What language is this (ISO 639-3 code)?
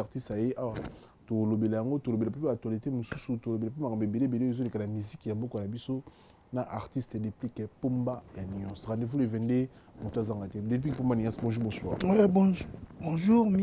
lin